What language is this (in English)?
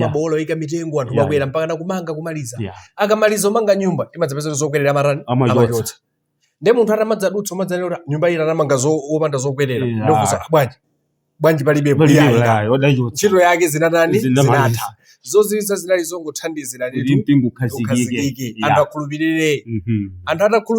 Nyanja